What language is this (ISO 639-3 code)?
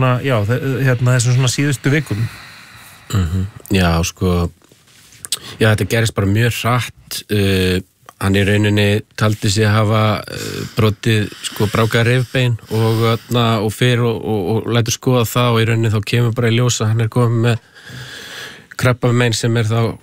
isl